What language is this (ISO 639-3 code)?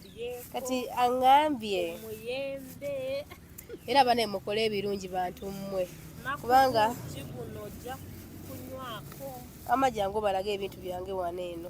lug